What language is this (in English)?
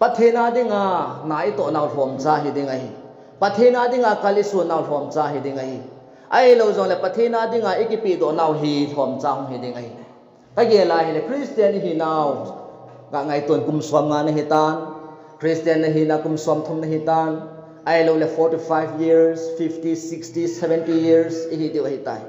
Thado Chin